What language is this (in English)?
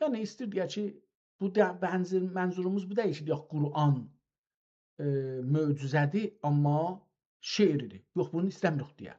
South Azerbaijani